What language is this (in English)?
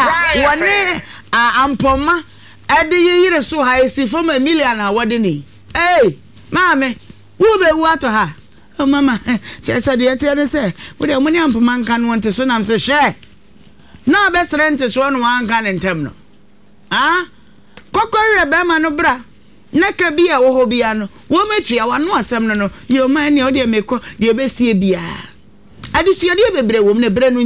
Akan